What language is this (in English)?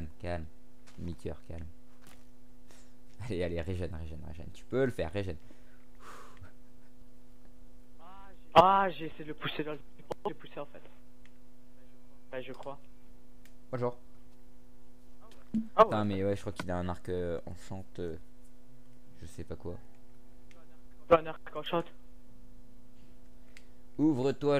French